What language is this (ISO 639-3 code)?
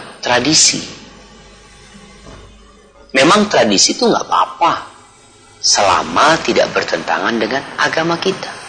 ind